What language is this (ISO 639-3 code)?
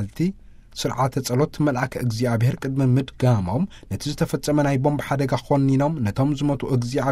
tir